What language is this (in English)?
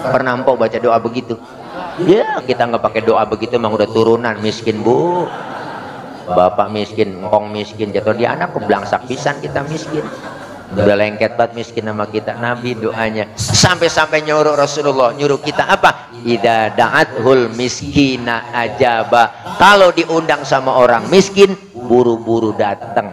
Betawi